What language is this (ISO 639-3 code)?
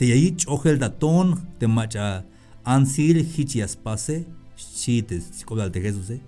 tzh